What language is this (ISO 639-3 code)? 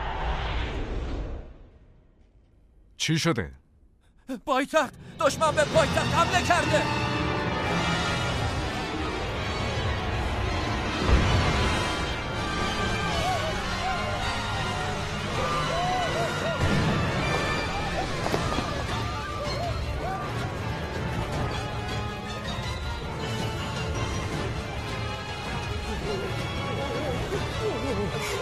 fas